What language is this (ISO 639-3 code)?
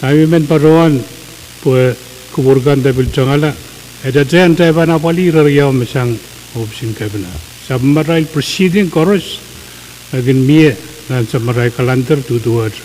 pon